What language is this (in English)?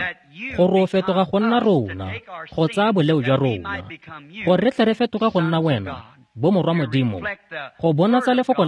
Tswana